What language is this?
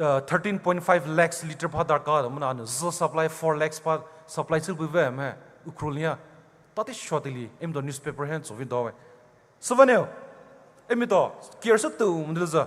Poumei Naga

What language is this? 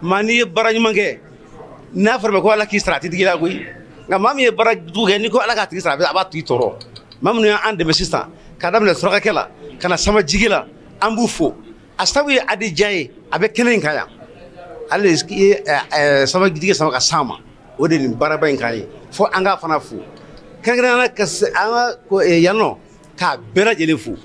Bambara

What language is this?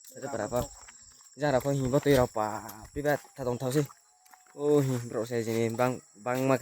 Riang (India)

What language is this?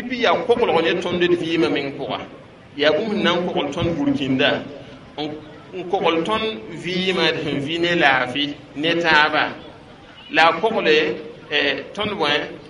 Mossi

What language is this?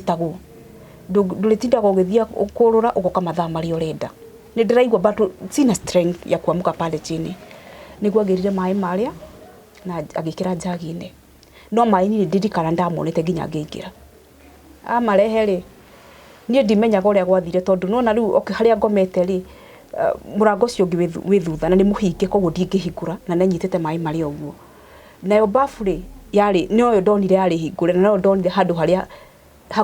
Kikuyu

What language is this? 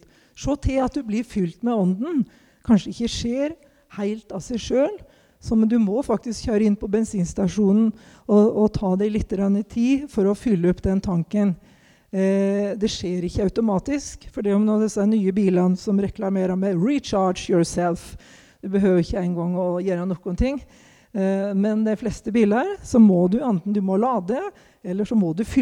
Norwegian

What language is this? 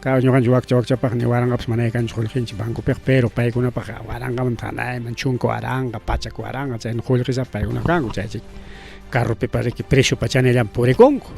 Ayacucho Quechua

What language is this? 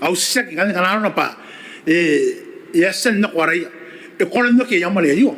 Gilbertese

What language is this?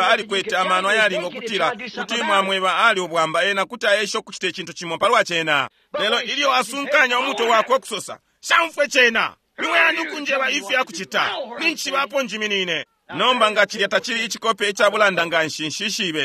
Bemba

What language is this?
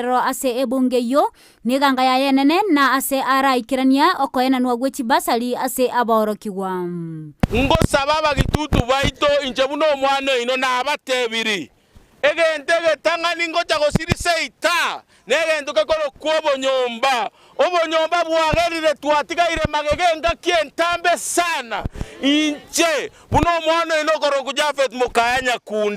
Gusii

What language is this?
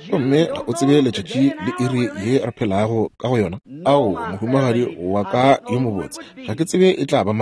Northern Sotho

